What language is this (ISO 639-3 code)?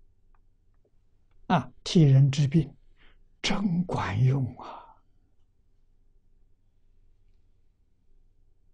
zho